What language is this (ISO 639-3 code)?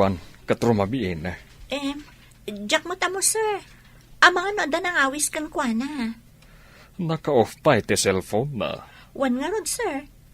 ilo